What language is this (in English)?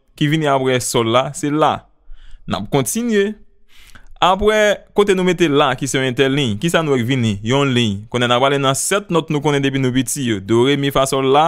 Haitian Creole